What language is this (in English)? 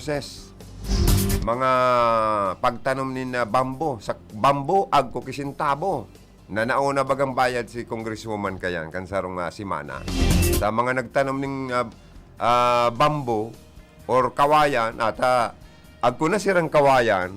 Bikol